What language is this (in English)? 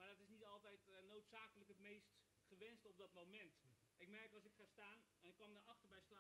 Dutch